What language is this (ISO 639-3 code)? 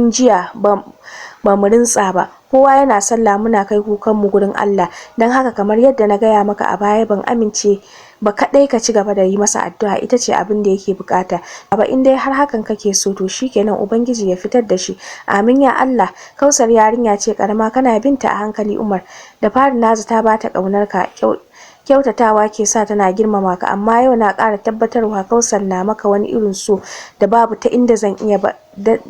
hau